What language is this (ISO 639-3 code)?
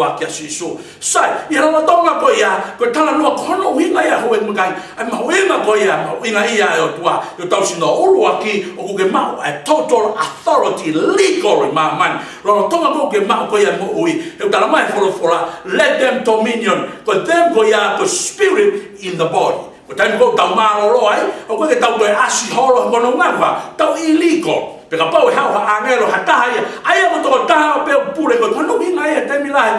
ton